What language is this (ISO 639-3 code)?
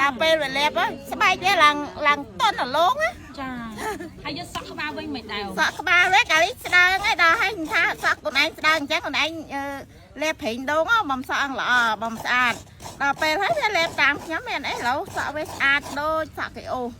khm